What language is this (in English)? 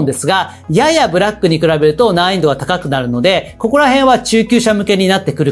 Japanese